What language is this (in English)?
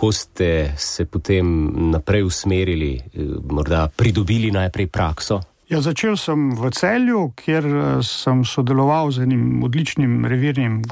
Slovenian